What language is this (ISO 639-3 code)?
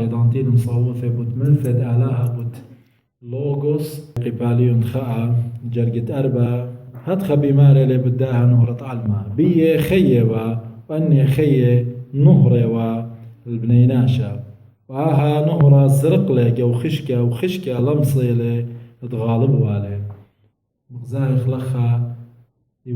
aii